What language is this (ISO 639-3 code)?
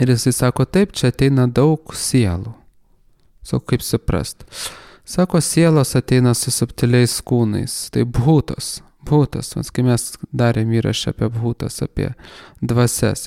lit